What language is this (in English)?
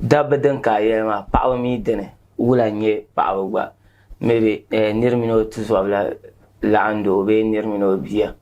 Dagbani